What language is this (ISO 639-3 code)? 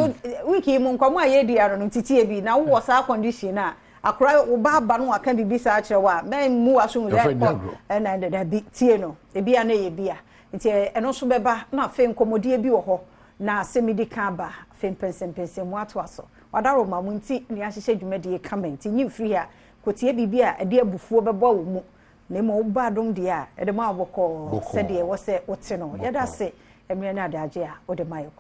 aka